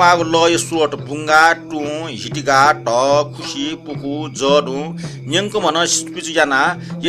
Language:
Newari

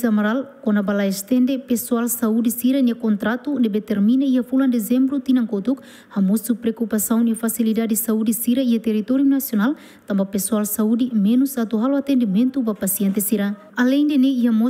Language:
Tetum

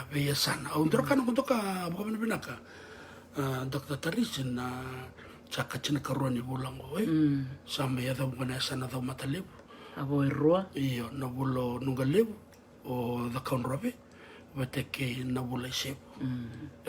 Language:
Fijian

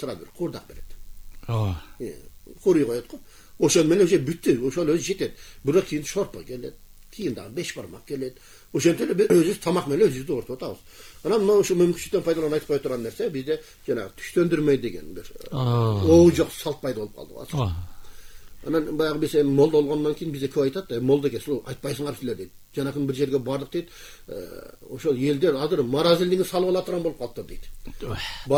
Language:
Kyrgyz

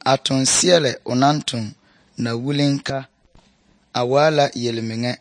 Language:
Southern Dagaare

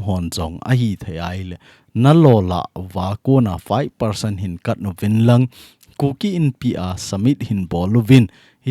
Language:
Thado Chin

